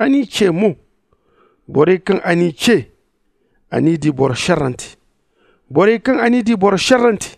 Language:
Zarma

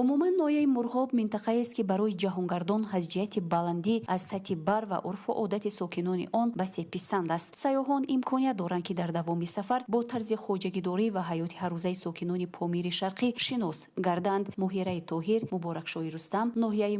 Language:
Tajik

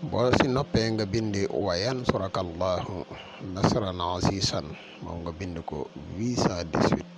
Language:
Wolof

